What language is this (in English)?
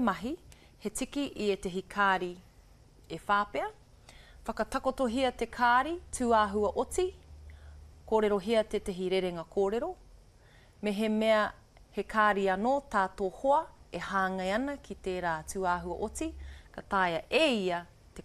Māori